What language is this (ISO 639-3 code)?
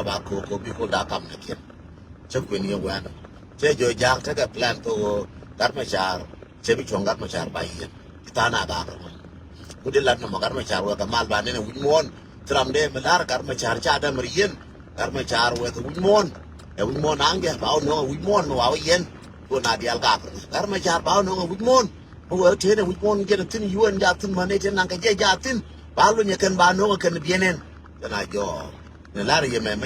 nus